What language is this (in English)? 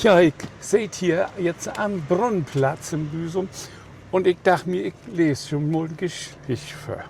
Low German